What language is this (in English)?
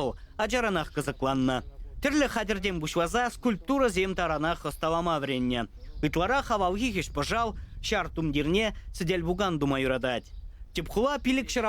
Chuvash